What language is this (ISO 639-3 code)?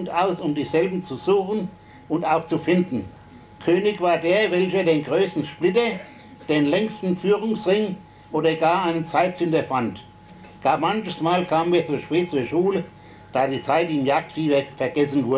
deu